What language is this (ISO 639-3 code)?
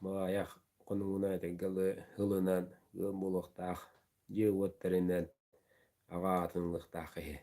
sah